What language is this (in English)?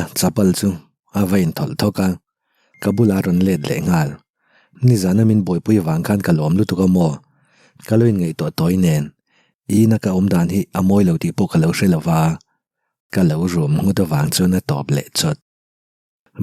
Mizo